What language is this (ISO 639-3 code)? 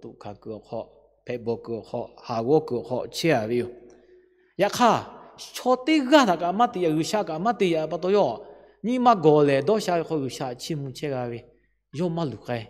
lhu